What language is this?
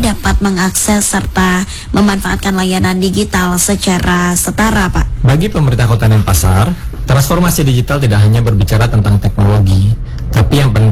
Indonesian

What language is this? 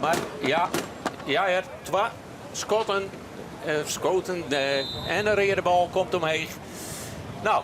Western Frisian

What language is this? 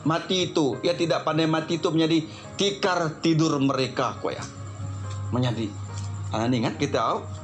Iban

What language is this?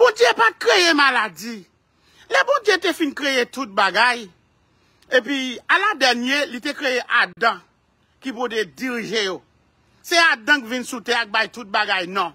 Haitian Creole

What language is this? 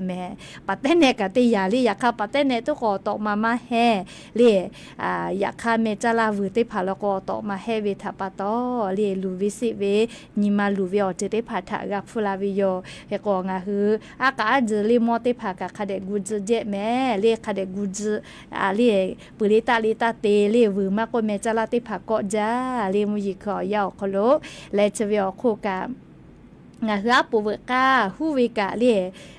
Lahu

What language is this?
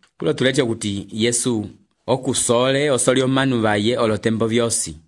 Umbundu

